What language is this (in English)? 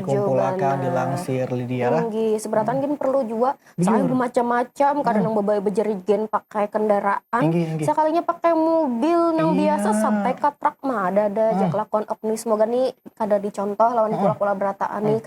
Banjar